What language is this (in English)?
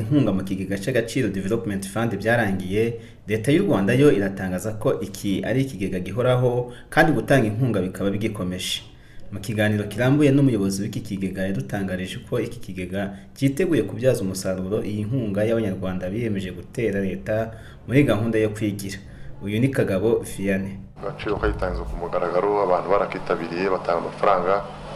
Kinyarwanda